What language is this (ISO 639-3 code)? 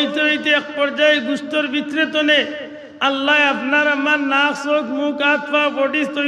syl